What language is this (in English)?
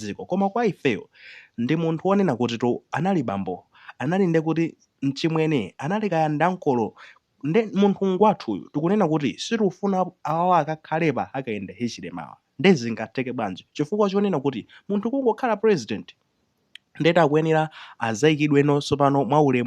Nyanja